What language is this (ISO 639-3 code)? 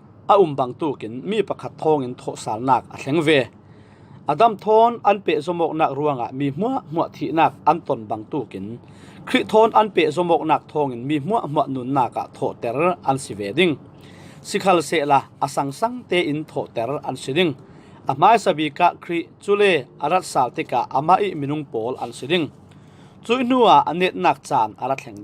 cfm